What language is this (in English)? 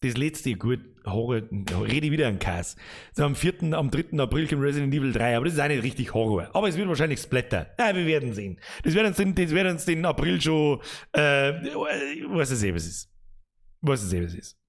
Bavarian